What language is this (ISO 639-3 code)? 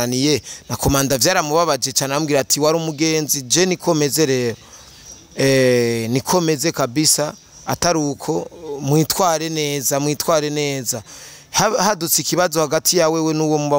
run